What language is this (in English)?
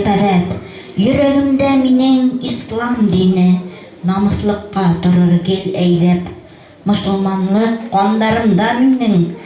Bashkir